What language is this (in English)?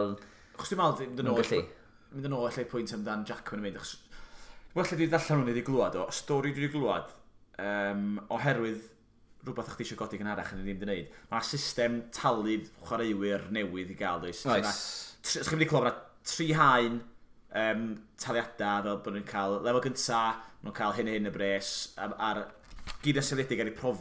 Welsh